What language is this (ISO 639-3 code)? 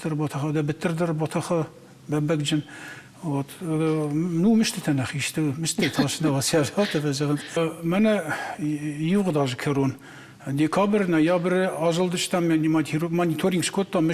oss